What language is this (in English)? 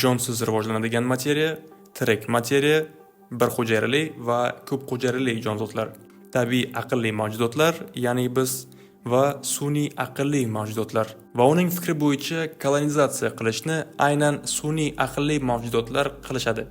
Uzbek